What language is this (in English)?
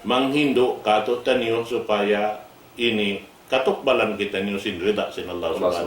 Tausug